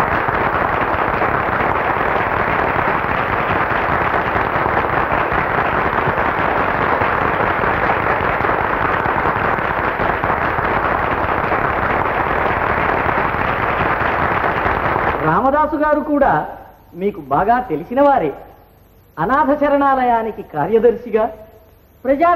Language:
Telugu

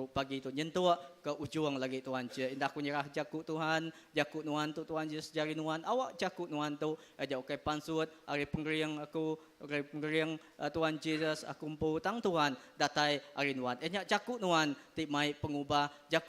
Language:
Iban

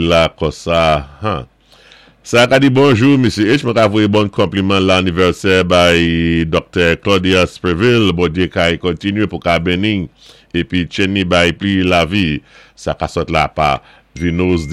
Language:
Saint Lucian Creole French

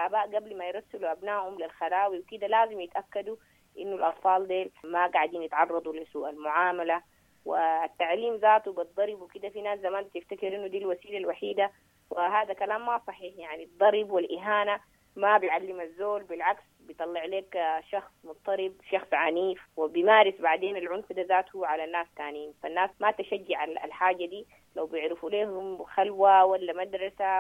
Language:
Sudanese Arabic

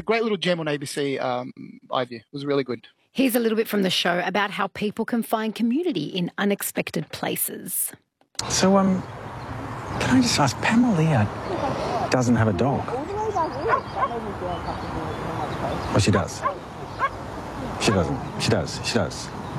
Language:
English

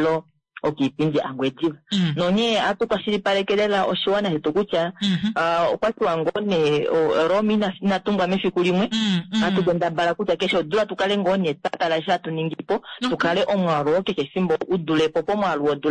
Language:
Kuanyama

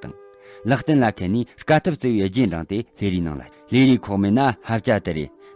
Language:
Tibetan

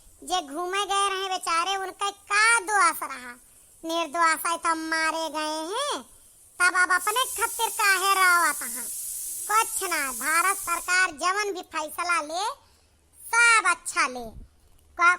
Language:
Awadhi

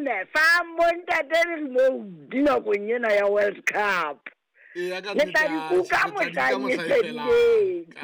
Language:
Southern Sotho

